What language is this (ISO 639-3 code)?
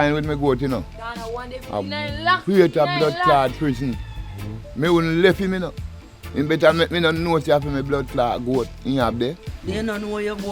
jam